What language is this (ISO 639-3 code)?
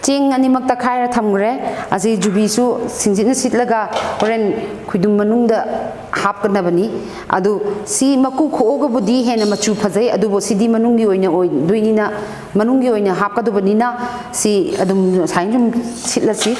mni